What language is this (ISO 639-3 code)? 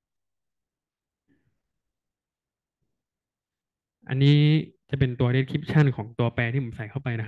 tha